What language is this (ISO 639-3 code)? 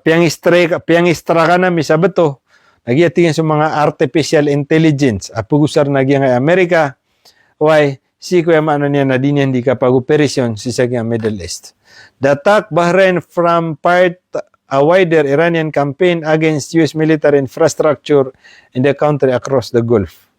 mrw